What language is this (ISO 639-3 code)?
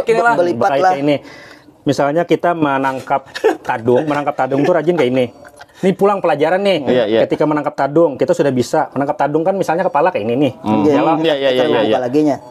bjn